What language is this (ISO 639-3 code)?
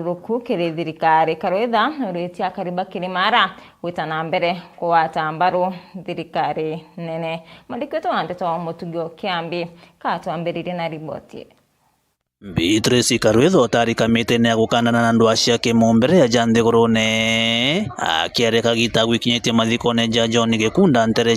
mer